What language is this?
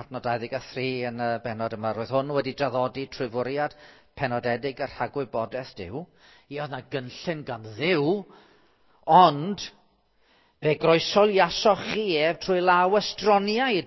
Welsh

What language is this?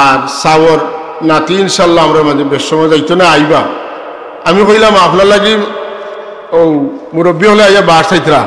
Sylheti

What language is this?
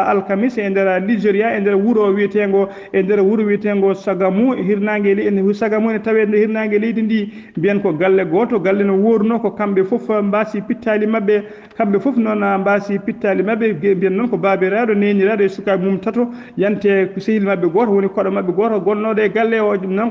Fula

